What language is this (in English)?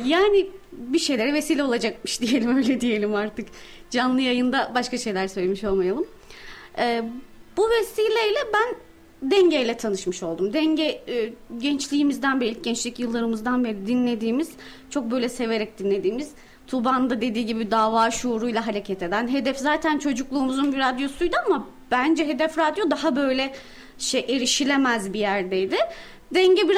Turkish